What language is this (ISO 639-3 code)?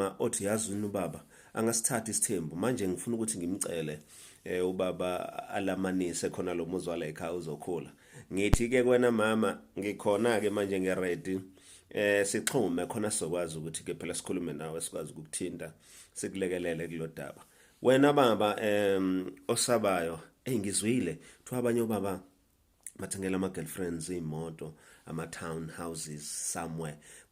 zul